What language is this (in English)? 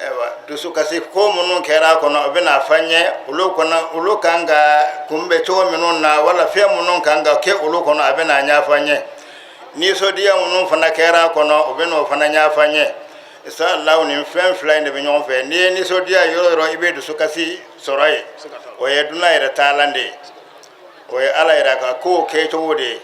Bambara